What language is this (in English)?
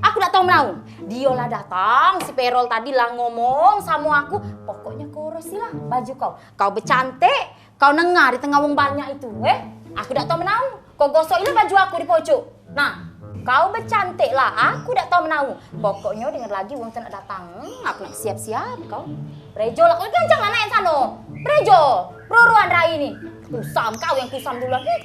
Musi